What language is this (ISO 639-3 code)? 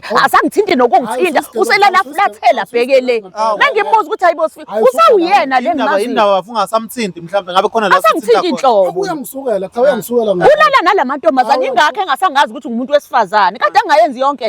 zul